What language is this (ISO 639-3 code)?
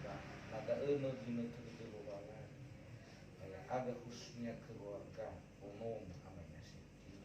nia